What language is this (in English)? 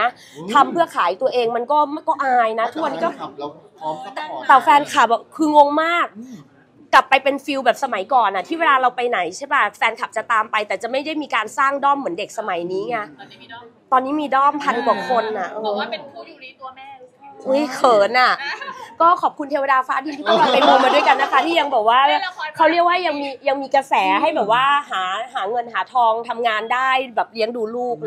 Thai